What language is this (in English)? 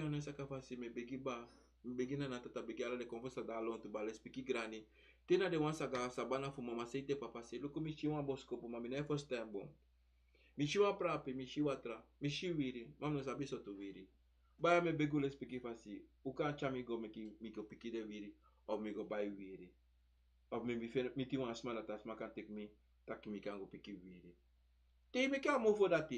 Sranan Tongo